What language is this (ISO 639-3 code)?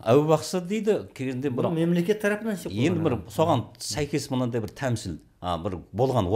kaz